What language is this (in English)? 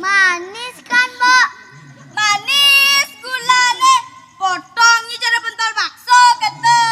Balinese